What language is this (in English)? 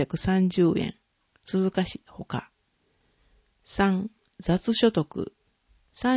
Japanese